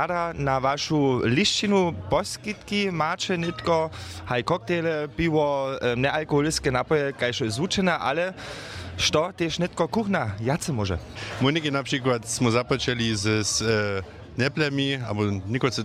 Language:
Upper Sorbian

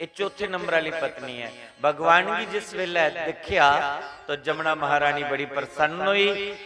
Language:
Dogri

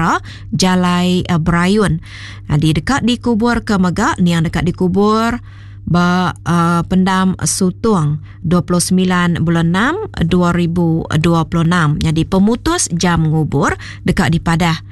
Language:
Iban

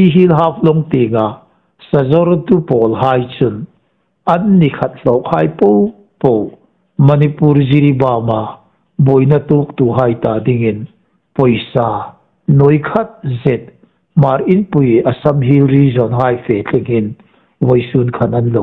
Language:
Hmar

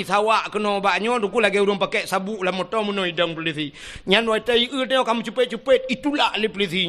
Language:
Achinese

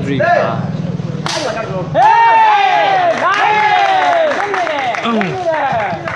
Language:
Burmese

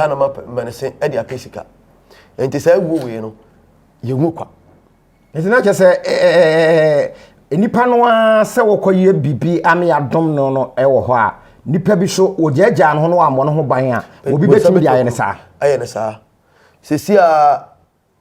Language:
Akan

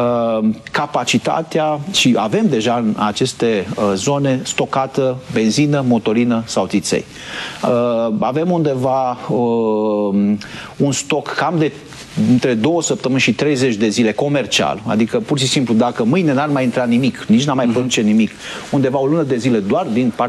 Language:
Romanian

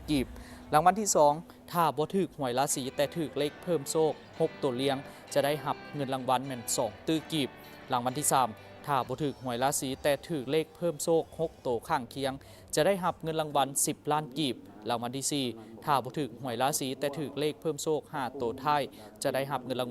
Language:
Lao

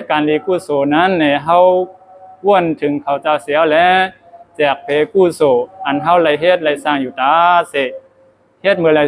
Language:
Shan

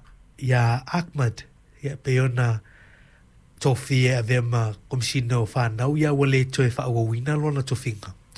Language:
Samoan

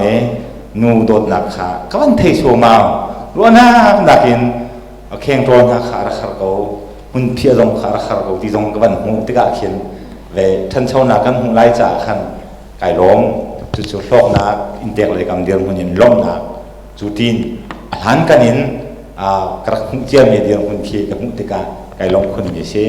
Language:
Hakha Chin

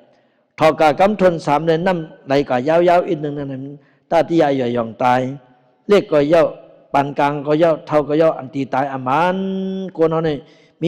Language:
Shan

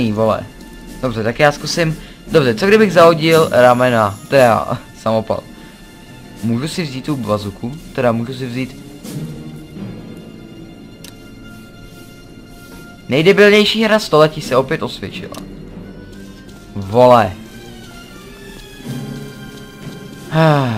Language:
Czech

